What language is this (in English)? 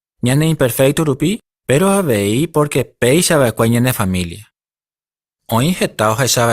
Guarani